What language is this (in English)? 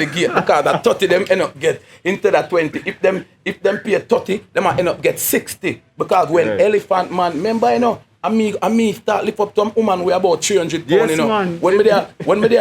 Jamaican Creole English